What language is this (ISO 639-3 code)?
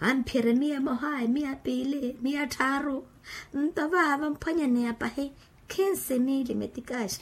vmw